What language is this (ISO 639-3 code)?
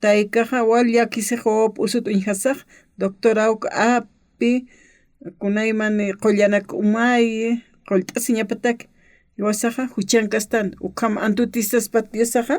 aym